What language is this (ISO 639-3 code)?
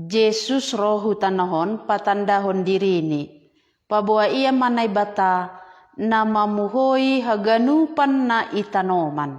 bts